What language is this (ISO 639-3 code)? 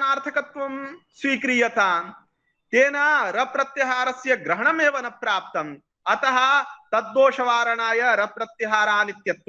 san